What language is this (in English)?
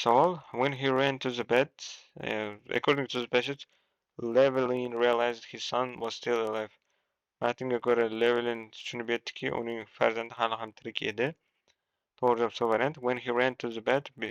Uzbek